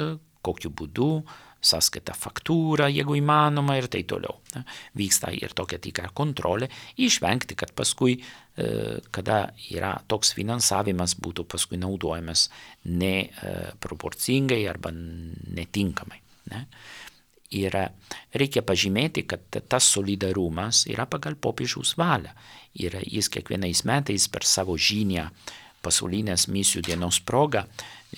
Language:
Lithuanian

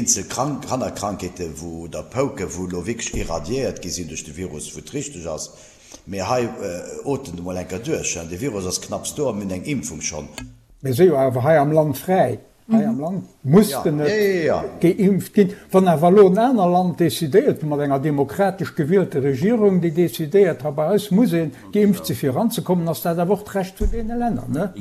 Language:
Luxembourgish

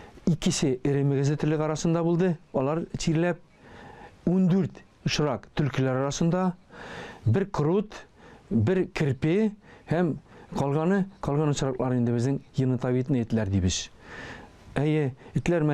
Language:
Tatar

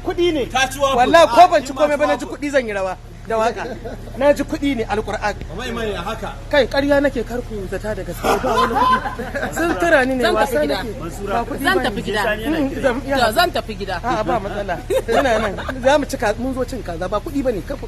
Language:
Hausa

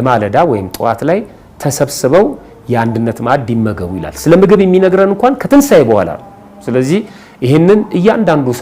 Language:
Amharic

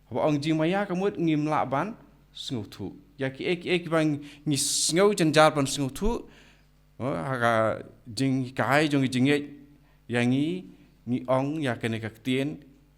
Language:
Khasi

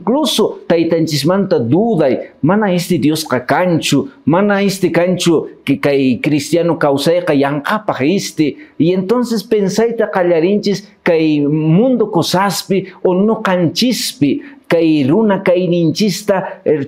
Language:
Quechua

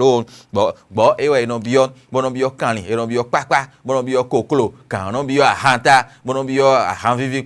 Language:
Fon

